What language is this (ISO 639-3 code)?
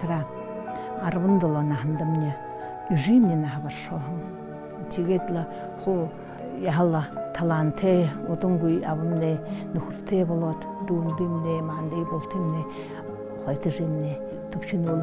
bua